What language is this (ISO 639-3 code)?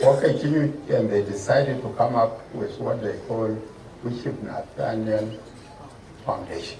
din